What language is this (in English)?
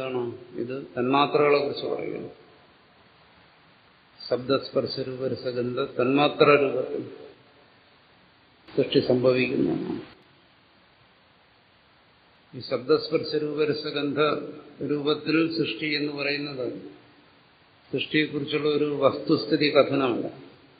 Malayalam